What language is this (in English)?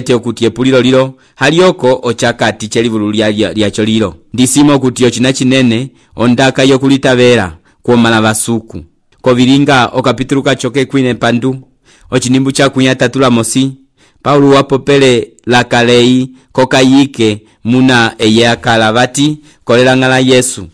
Umbundu